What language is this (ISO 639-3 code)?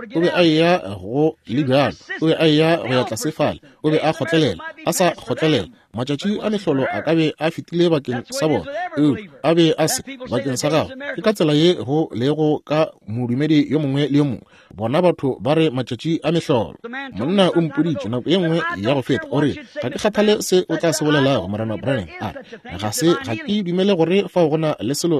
nso